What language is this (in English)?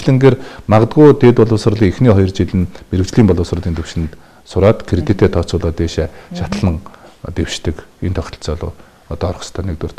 Mongolian